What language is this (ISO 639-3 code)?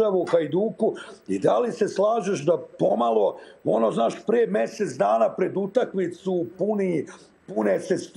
hrv